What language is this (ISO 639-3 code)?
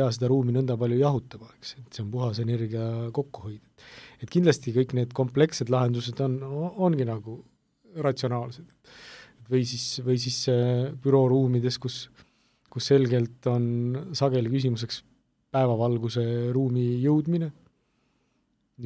est